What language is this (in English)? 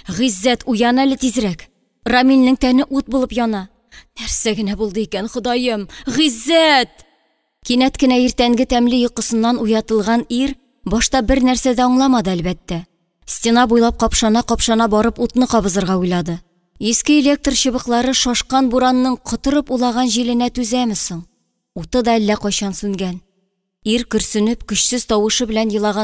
Tatar